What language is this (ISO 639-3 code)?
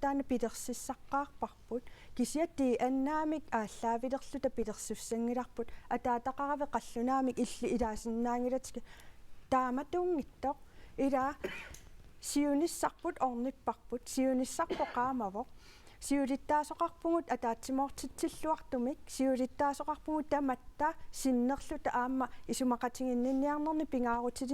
kal